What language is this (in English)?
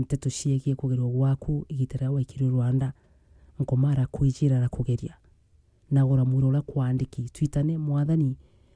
Meru